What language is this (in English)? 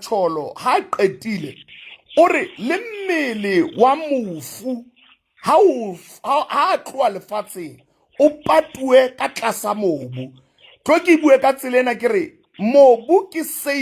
Southern Sotho